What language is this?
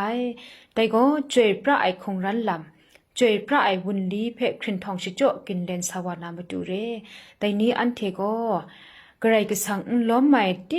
Kachin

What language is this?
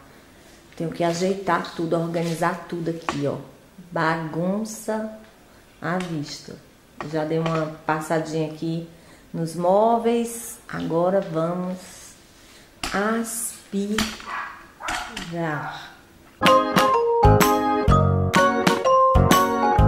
Portuguese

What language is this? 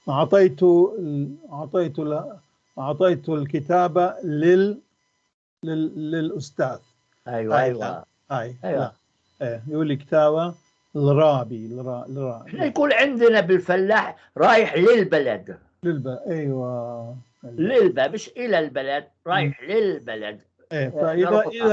North Levantine Arabic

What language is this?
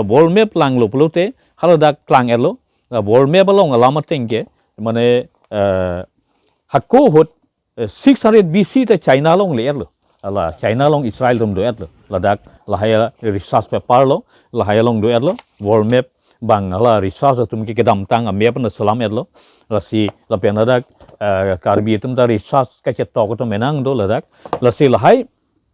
Karbi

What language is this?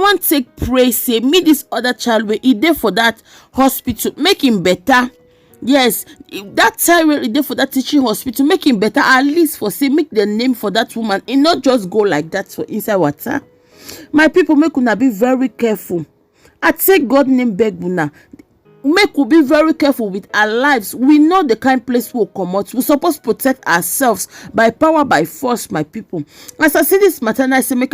Nigerian Pidgin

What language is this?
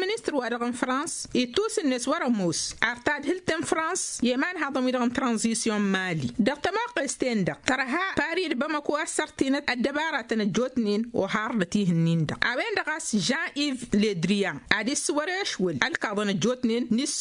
Tamasheq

